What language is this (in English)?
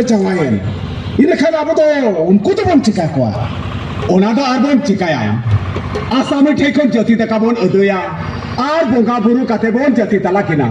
Santali